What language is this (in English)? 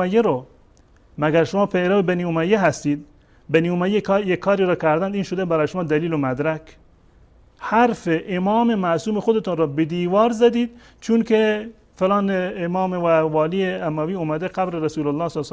Persian